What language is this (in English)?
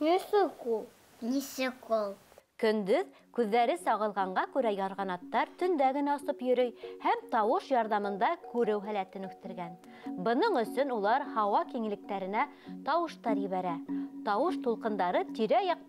Bashkir